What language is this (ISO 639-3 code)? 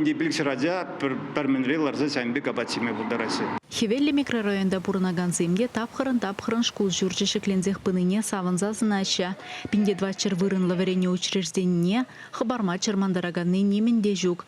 chv